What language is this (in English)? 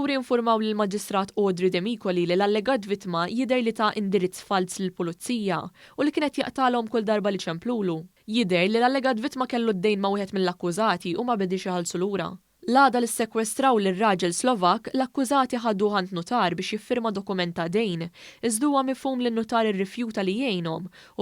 Maltese